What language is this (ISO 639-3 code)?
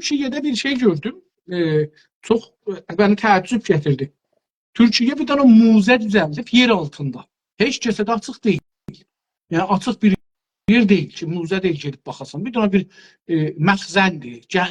azb